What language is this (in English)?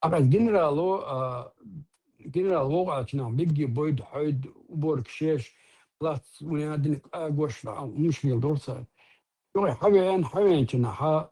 Chechen